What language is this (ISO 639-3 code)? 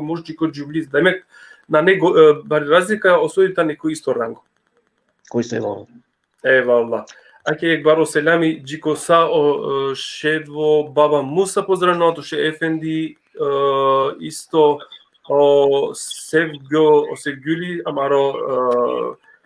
rmn